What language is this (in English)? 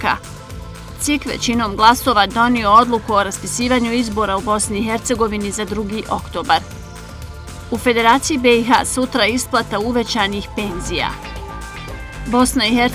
Bosnian